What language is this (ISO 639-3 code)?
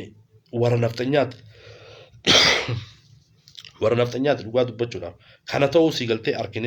orm